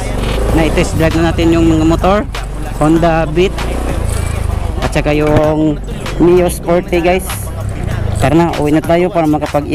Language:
Filipino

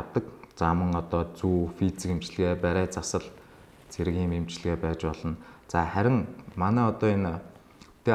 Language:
Mongolian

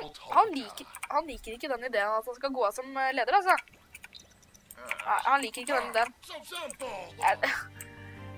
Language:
Norwegian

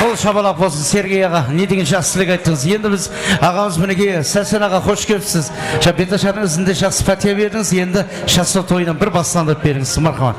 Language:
Kara-Kalpak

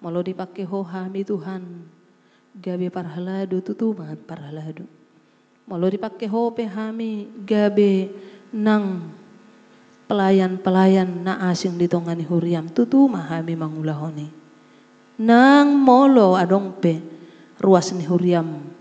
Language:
Batak Toba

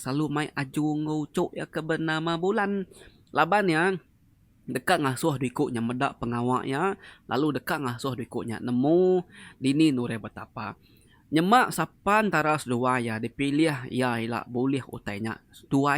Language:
Iban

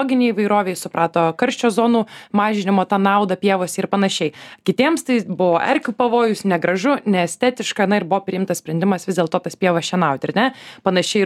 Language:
Lithuanian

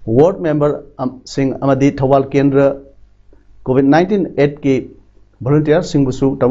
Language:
Manipuri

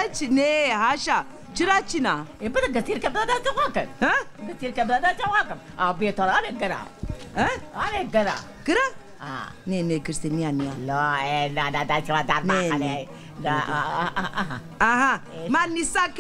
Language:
Zaza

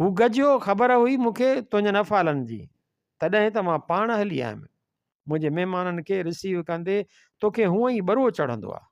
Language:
Sindhi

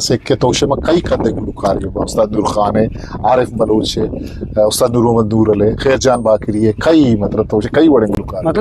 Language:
Eastern Balochi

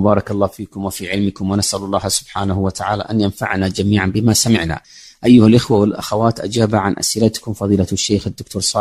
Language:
Arabic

